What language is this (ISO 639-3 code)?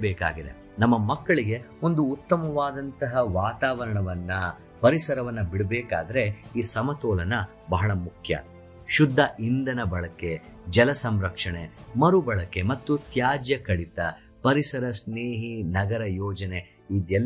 kan